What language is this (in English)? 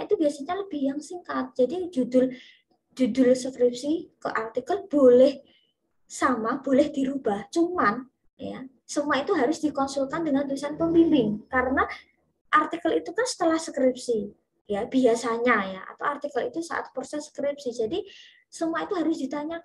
Indonesian